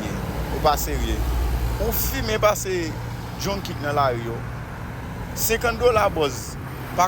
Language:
Haitian Creole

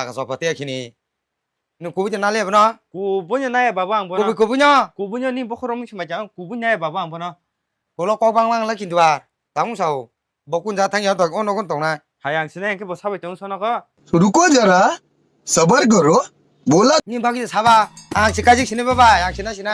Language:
Kok Borok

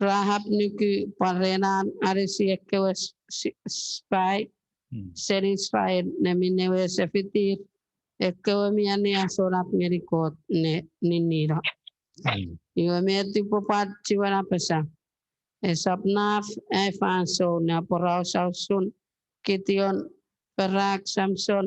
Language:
Chuukese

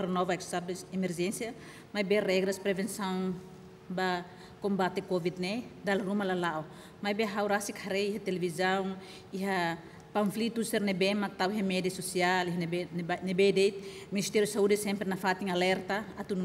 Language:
Tetum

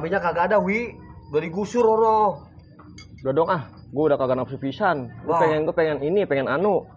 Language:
Betawi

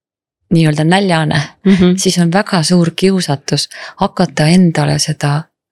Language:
Estonian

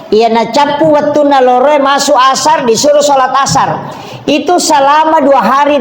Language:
Buginese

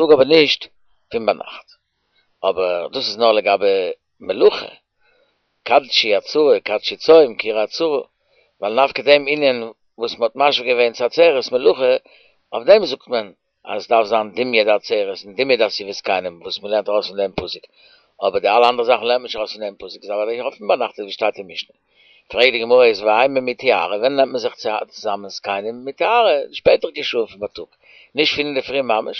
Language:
Yiddish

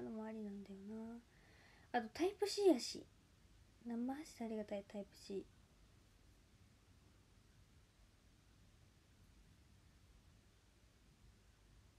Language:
Japanese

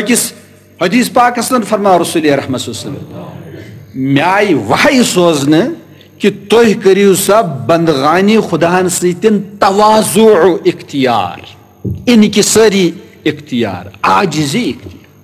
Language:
Kashmiri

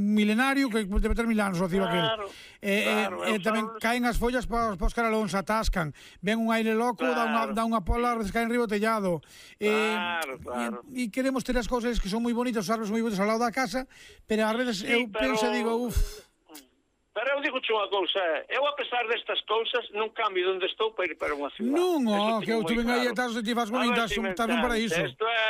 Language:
Galician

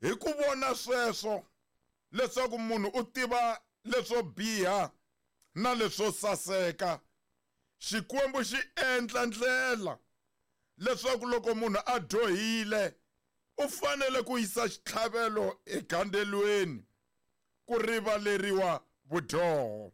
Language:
Tsonga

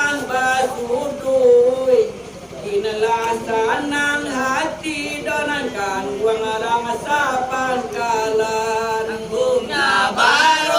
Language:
Minangkabau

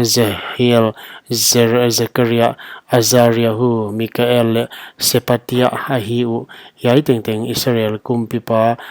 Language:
Paite Chin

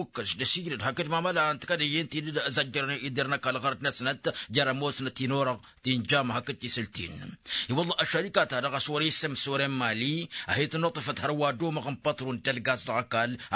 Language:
Tamasheq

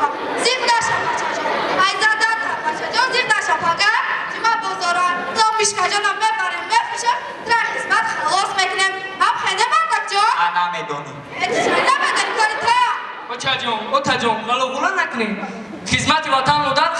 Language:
Tajik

